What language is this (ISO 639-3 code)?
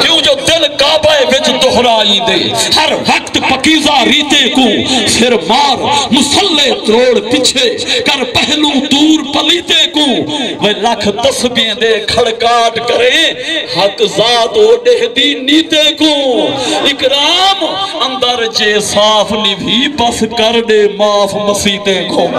skr